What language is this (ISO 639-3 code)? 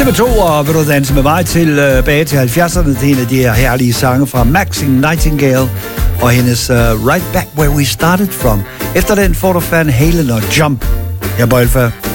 dan